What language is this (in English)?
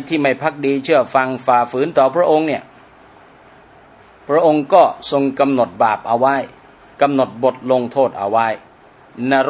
Thai